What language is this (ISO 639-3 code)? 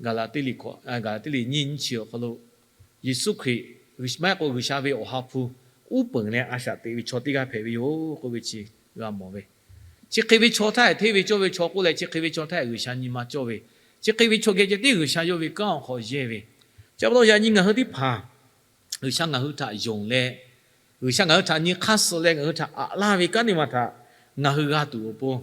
lhu